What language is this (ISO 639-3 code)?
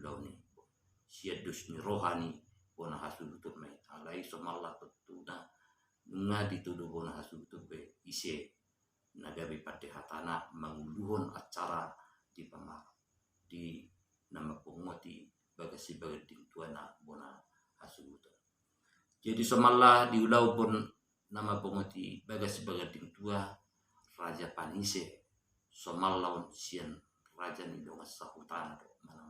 bbc